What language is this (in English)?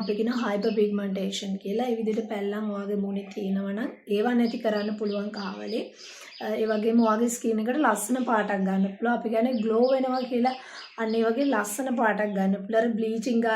Sinhala